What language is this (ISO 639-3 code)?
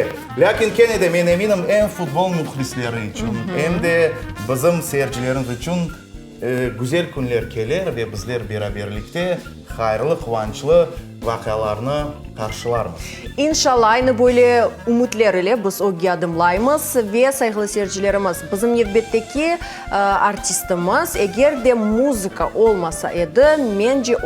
crh